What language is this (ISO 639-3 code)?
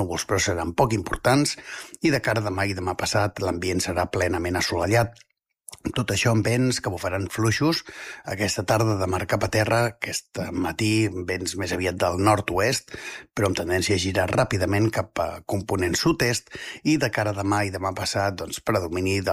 cat